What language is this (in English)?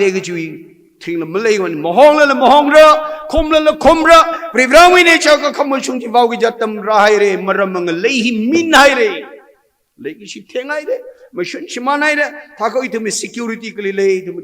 Tangkhul Naga (India)